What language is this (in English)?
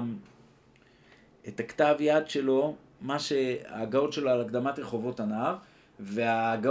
Hebrew